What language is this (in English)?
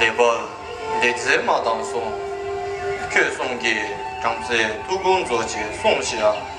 Tibetan